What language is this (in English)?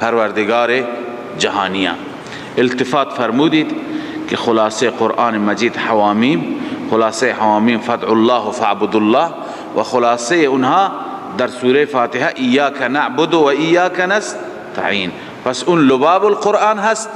Persian